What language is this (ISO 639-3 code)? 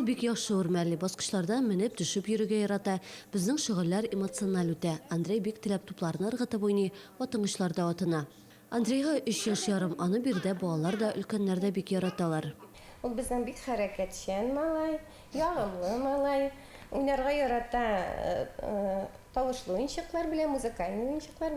tat